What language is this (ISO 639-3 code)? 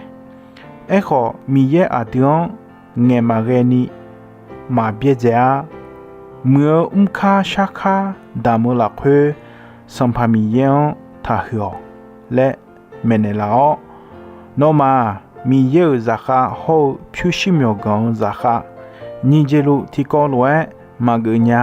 ahk